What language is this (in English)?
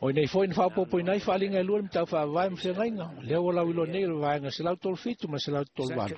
Samoan